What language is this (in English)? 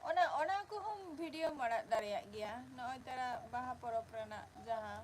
Santali